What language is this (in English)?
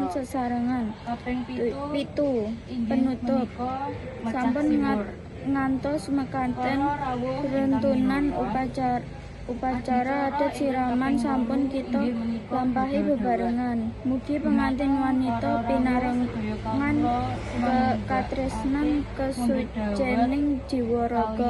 Javanese